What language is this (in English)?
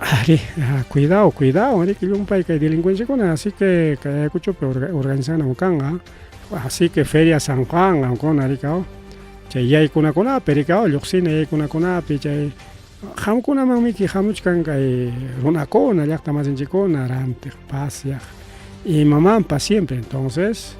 Ayacucho Quechua